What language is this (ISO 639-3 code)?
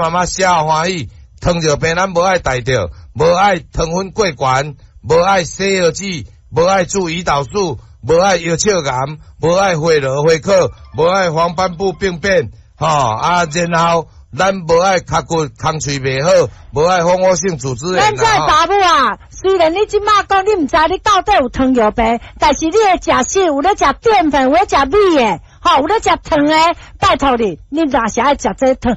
nan